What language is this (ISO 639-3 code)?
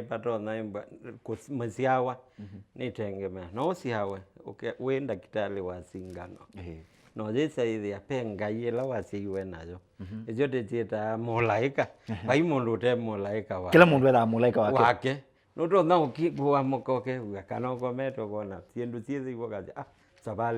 kam